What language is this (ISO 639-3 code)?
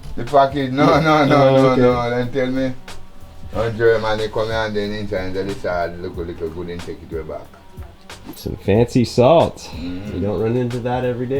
jam